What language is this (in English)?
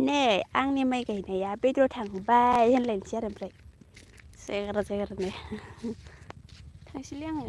Bodo